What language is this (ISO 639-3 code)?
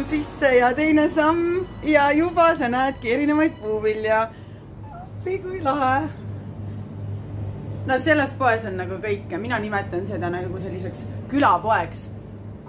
est